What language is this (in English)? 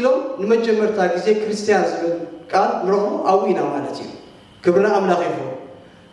Tigrinya